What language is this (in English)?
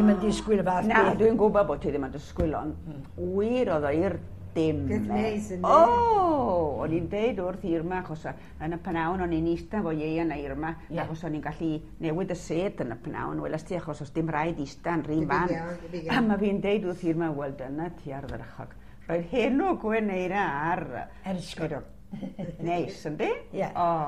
Welsh